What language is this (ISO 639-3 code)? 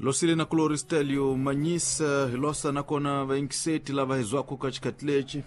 tso